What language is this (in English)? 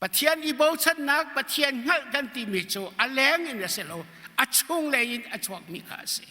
Hakha Chin